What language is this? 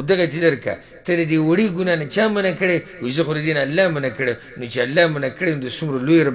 Pashto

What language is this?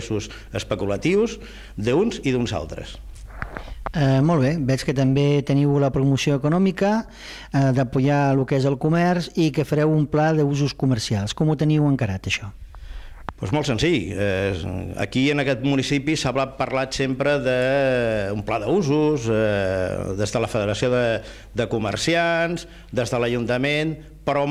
Catalan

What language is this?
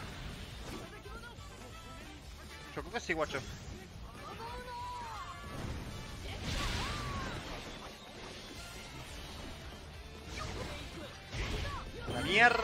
Spanish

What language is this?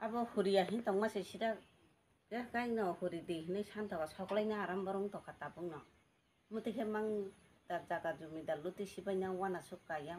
Kok Borok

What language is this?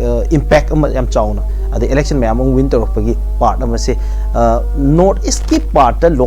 Manipuri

